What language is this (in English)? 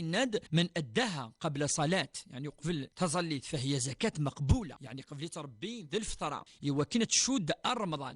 Kabyle